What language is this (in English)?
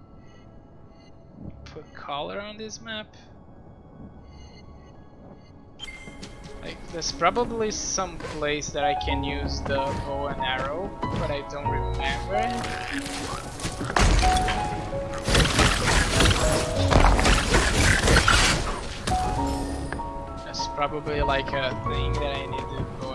English